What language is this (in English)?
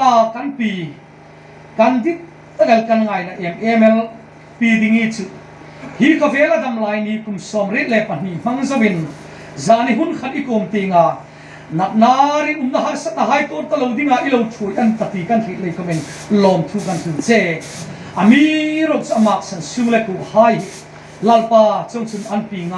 Hmar